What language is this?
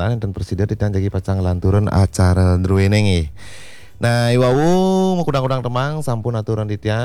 Balinese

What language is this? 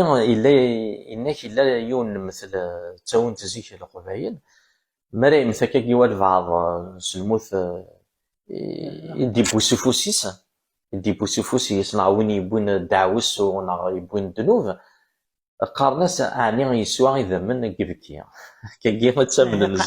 Kabyle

